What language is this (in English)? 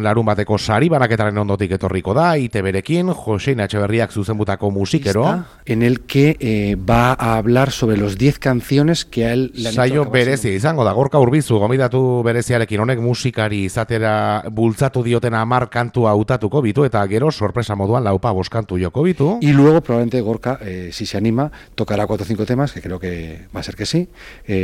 Basque